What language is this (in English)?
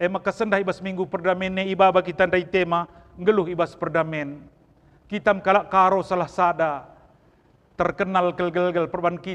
Batak Karo